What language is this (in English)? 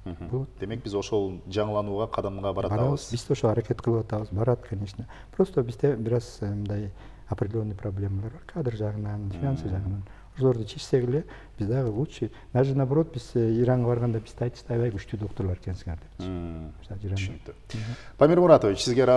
Kyrgyz